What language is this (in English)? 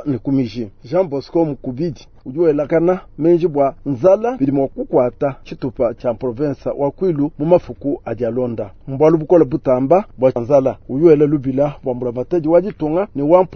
Luba-Lulua